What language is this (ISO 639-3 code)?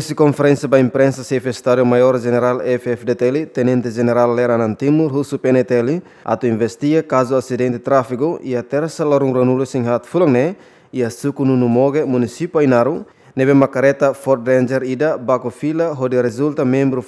tet